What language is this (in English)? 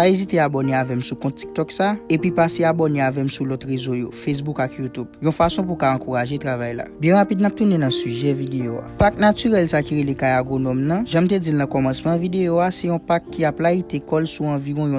Haitian Creole